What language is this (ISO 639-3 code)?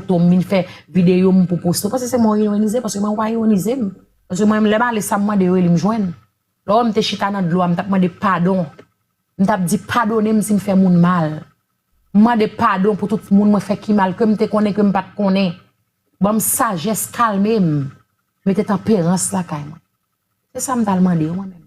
hat